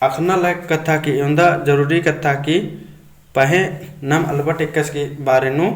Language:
Kurukh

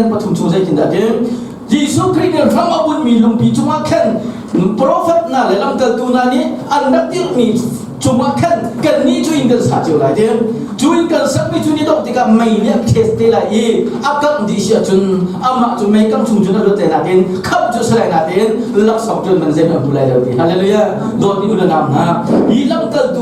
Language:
Hakha Chin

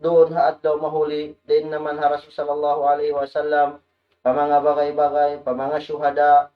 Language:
Tausug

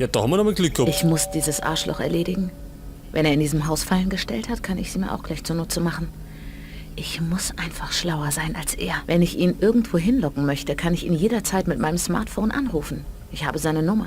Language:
Bavarian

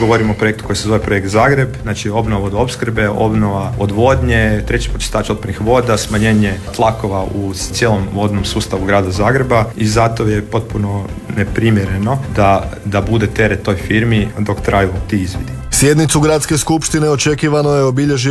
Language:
Croatian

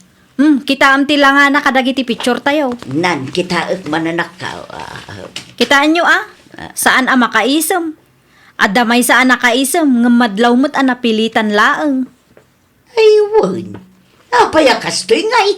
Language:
Iloko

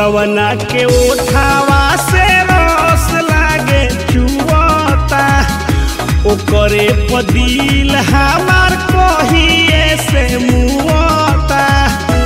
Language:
Bhojpuri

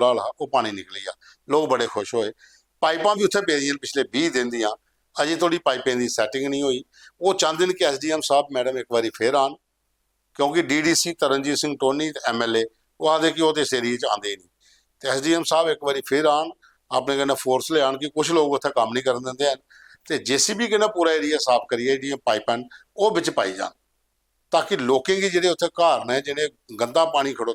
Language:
Dogri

